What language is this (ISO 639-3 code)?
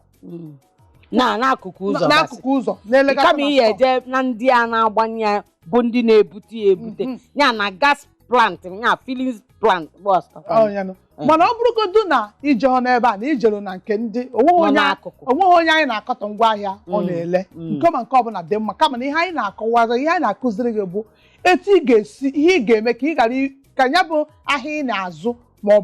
ibo